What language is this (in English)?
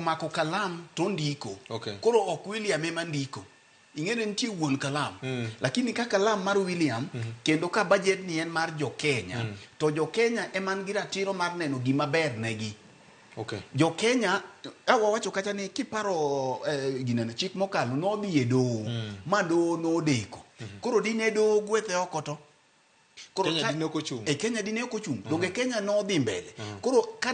Luo (Kenya and Tanzania)